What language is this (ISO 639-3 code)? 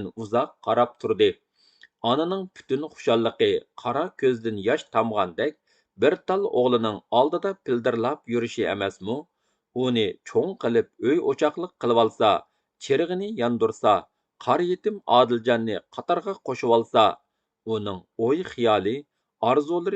uig